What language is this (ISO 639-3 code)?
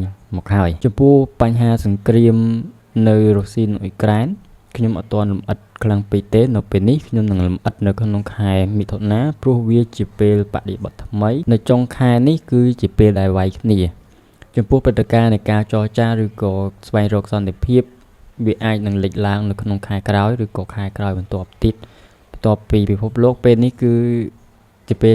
khm